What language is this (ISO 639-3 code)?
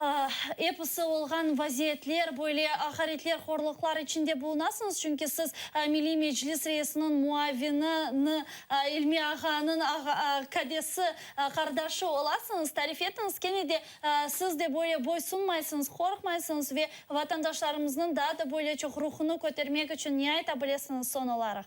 crh